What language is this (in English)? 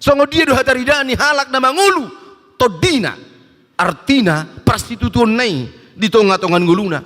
Batak Toba